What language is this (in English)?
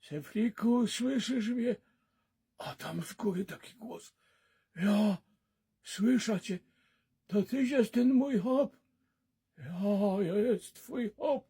Silesian